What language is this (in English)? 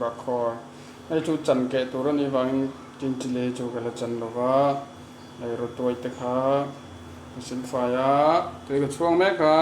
Mizo